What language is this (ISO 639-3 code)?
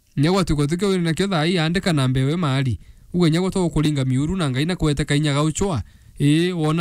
mer